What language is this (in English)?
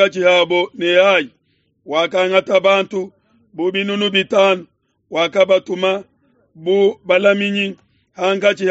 Luba-Lulua